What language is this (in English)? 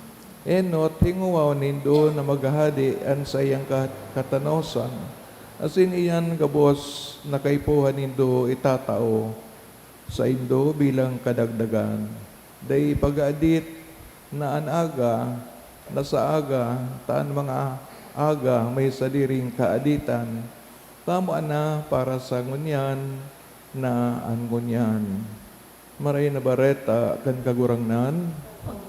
Bikol